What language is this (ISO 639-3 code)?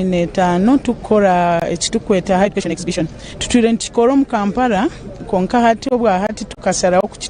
nyn